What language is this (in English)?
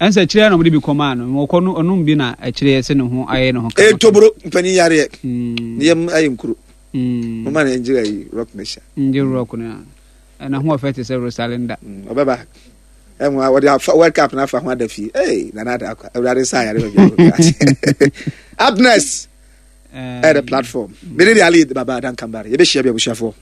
Akan